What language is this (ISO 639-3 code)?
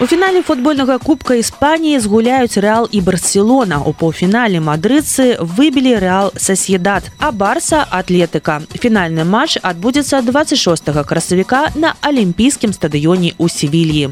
bel